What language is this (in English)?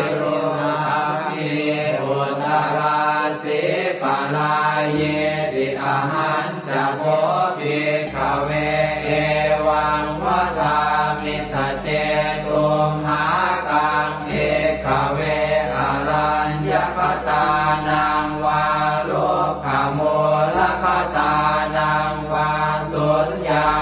Pali